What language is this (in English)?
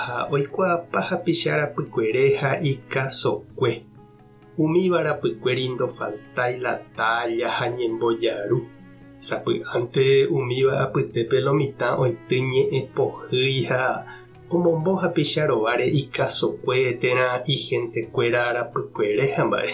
Guarani